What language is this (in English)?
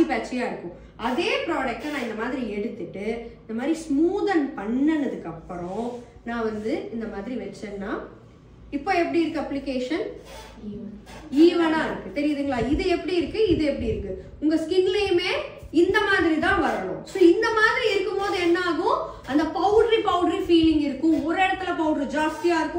Tamil